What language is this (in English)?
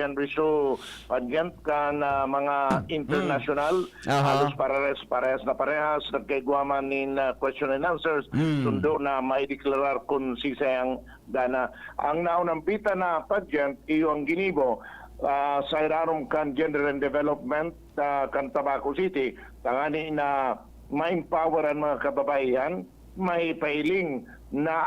Bikol